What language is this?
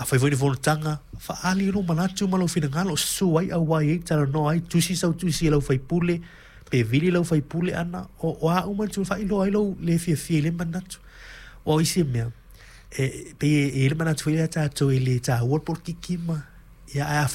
Samoan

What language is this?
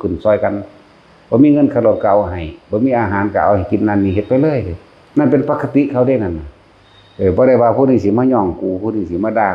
Northeastern Thai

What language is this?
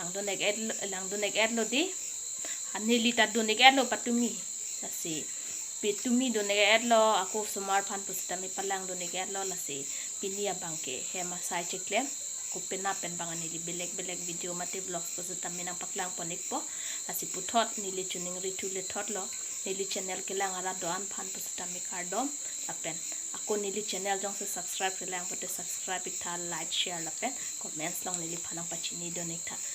Karbi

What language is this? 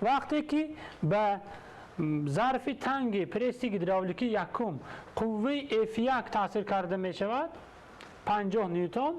Tajik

